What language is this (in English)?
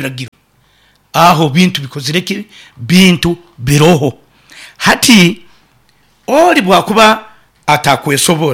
Nyoro